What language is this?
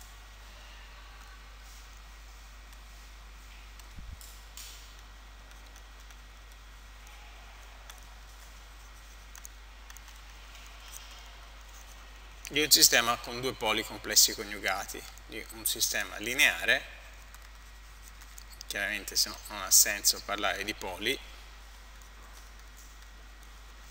Italian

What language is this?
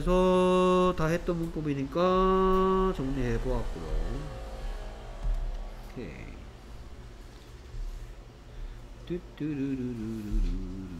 Korean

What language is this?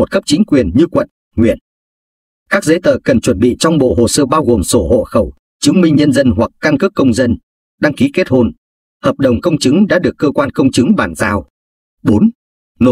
Vietnamese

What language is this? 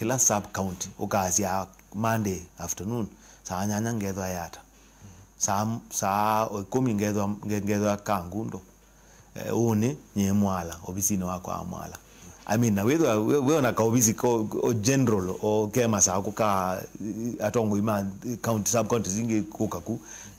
Kamba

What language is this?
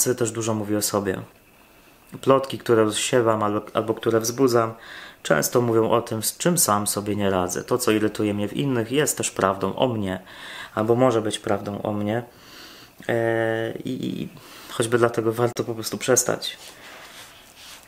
Polish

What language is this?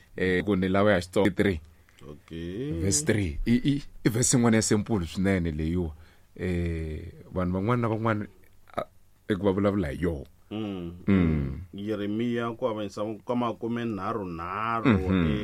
Tsonga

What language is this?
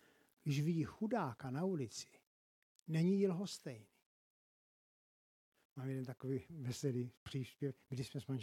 Czech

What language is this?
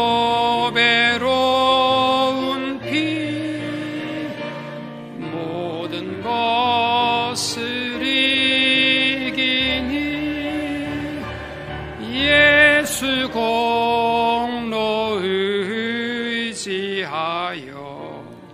Korean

